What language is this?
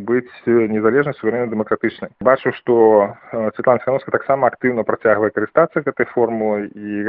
Belarusian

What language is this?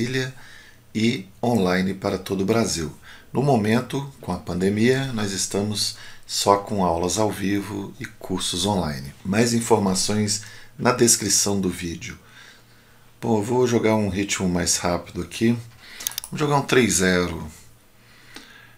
Portuguese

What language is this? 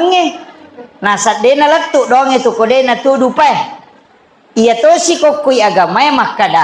Buginese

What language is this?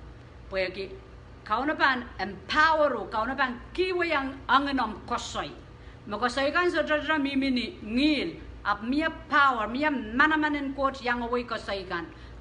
Pohnpeian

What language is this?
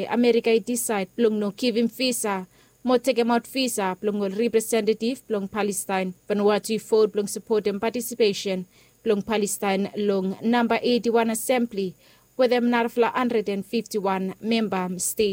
Bislama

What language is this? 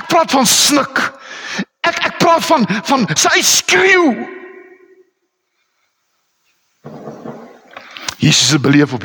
Afrikaans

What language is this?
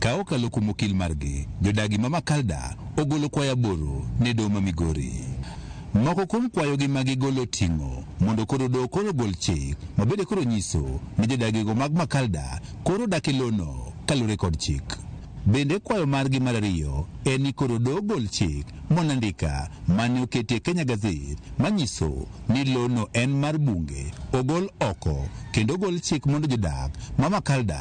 Luo (Kenya and Tanzania)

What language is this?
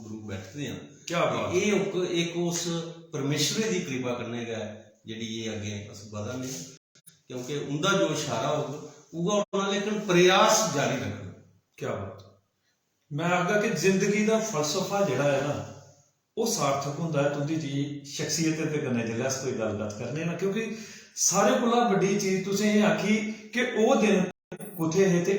Dogri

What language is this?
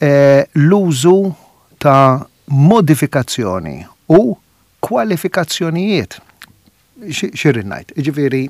Maltese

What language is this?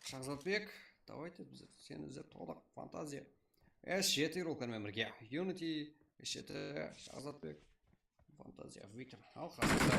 Kara-Kalpak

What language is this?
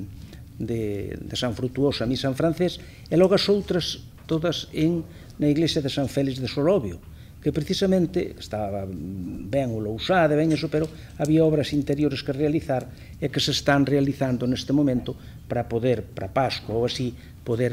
Galician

